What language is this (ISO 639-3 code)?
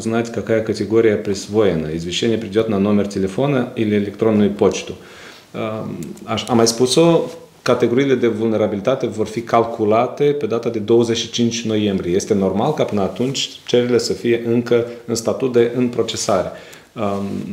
ron